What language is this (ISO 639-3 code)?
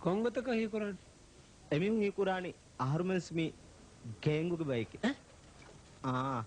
div